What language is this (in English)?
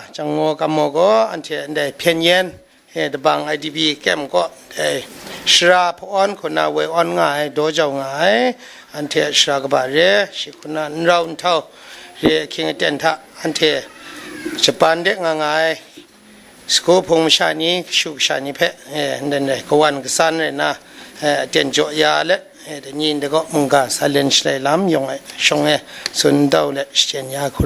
Kachin